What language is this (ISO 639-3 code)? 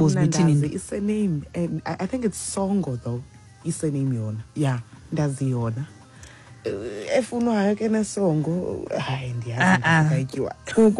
xho